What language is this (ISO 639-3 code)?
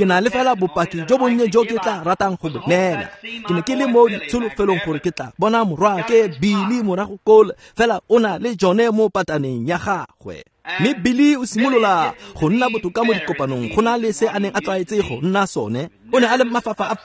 tsn